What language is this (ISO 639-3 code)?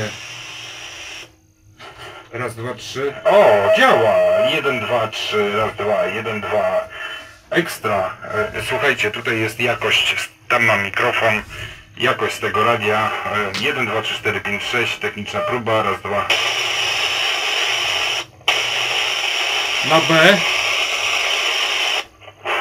pol